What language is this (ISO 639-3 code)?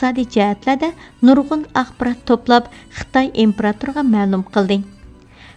uig